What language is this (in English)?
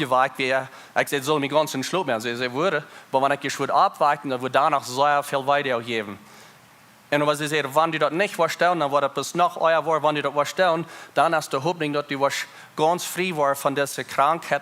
Plautdietsch